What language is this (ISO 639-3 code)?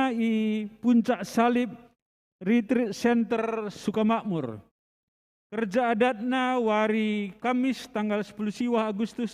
btx